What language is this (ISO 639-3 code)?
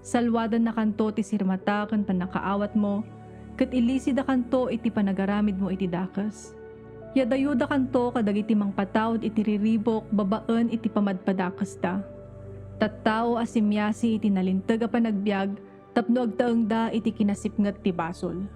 ilo